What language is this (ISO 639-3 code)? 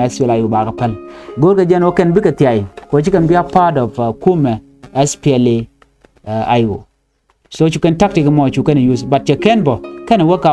nus